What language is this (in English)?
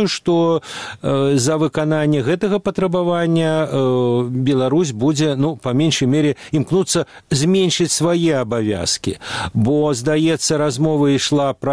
Belarusian